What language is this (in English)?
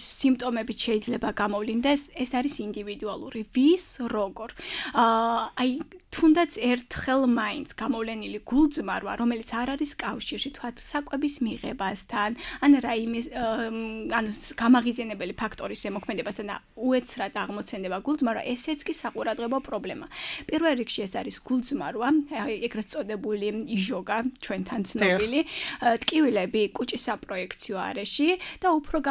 Georgian